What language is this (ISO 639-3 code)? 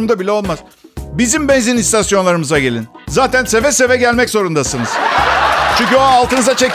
tur